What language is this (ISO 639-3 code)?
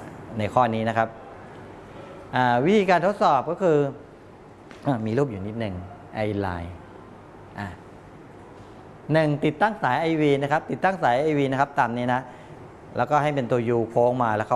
tha